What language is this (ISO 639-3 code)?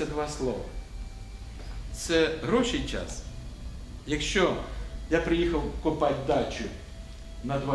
ukr